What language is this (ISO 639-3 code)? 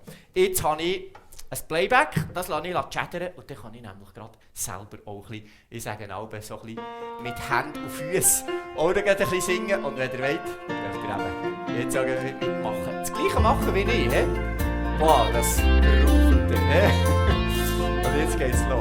gsw